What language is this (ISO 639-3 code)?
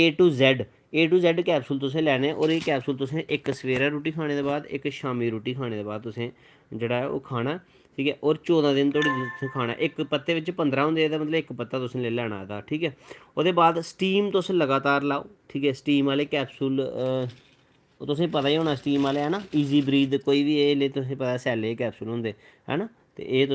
doi